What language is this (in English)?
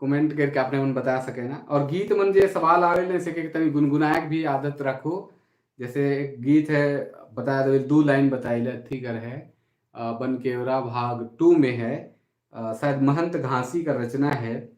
Sadri